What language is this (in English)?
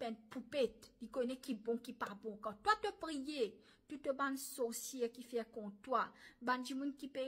Morisyen